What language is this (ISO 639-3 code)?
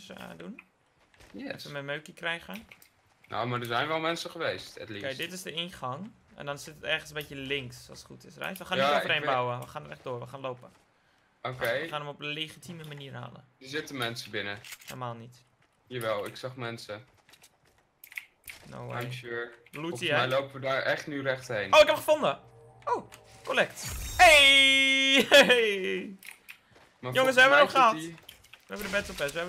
nld